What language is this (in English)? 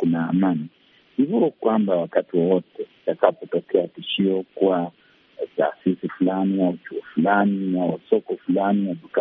Swahili